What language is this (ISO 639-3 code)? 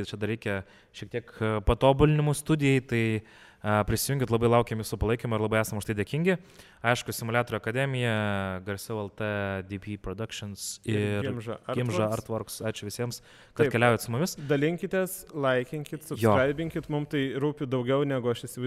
lit